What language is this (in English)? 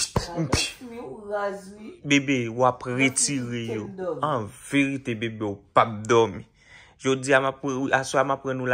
Haitian Creole